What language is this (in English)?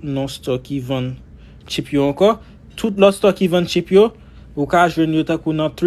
Haitian Creole